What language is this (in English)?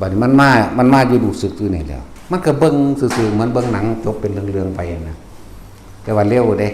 Northeastern Thai